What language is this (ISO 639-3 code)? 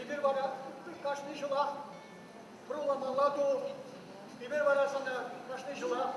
chv